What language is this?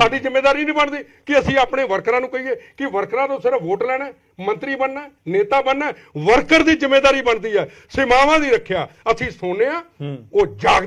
Punjabi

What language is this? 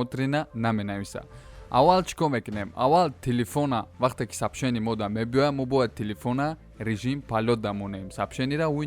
Tajik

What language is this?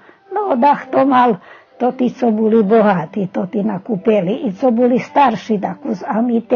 Rusyn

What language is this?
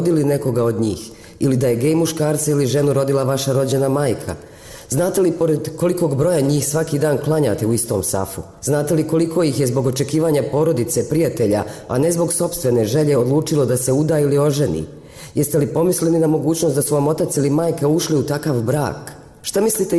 Bosnian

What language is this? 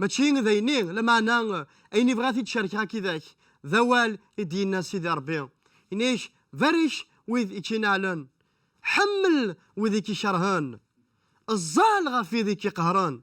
Kabyle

